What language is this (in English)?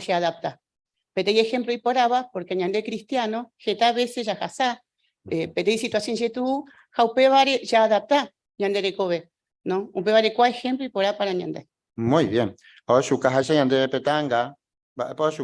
Guarani